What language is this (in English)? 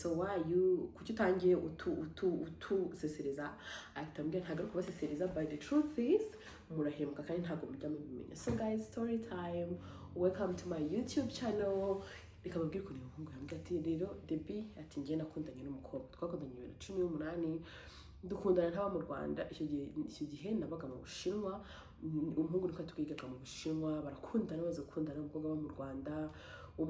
Kinyarwanda